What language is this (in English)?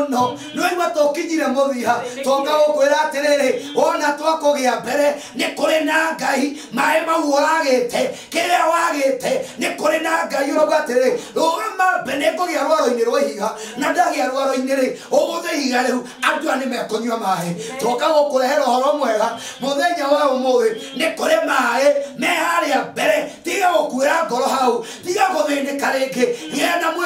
Kikuyu